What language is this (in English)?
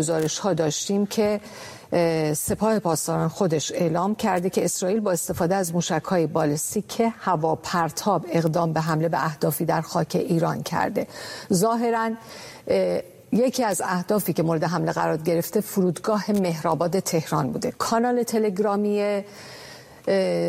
Persian